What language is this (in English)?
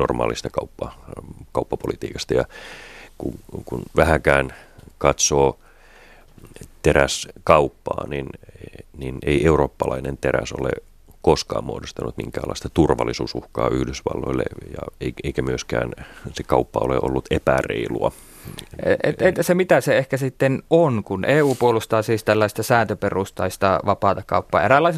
Finnish